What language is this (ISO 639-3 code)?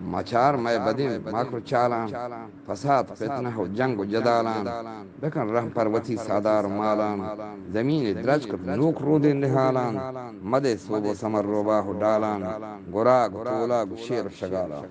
bgp